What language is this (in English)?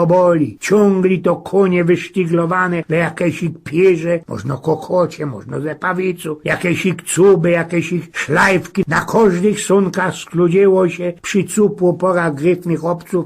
Silesian